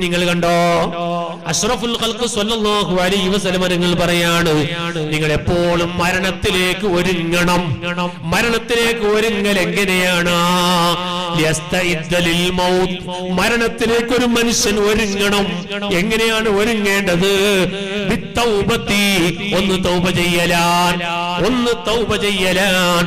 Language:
Malayalam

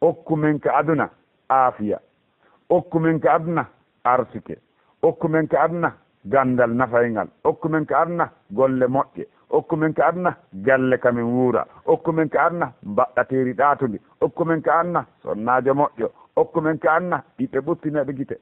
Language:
Fula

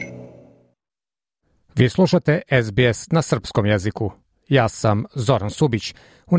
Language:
Serbian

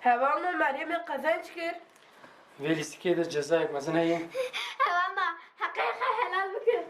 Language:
Kurdish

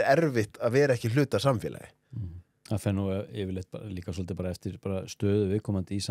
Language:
Icelandic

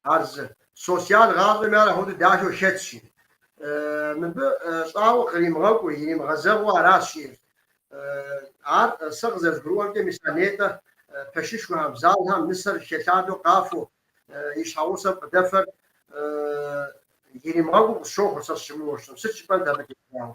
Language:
Kabardian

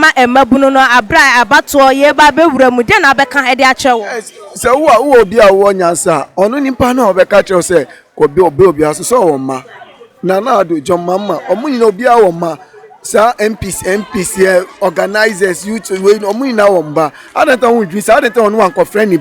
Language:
Akan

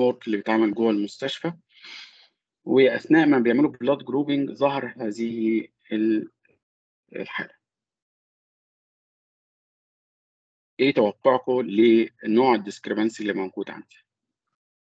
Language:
Egyptian Arabic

